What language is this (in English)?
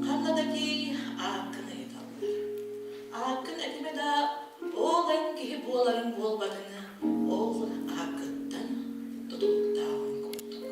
Yakut